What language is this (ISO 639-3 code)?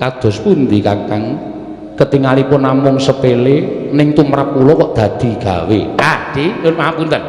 jav